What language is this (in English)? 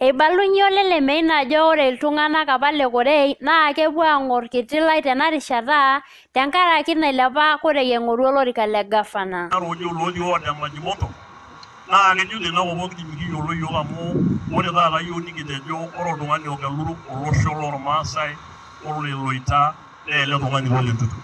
Masai